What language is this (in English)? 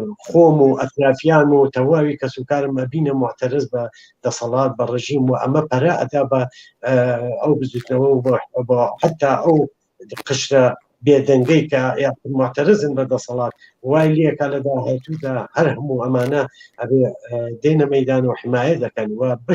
Central Kurdish